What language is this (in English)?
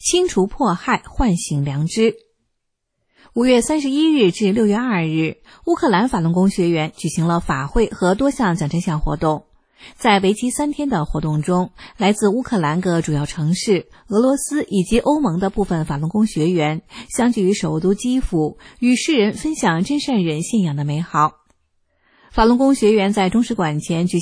Chinese